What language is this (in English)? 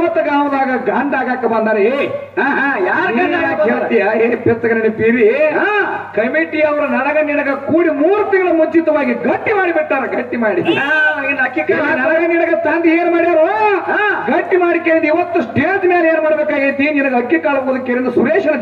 Kannada